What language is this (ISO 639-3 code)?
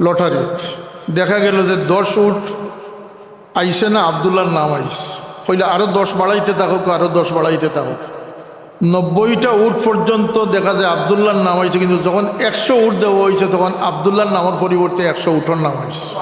syl